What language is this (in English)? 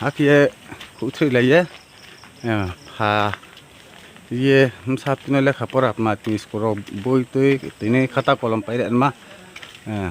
Riang (India)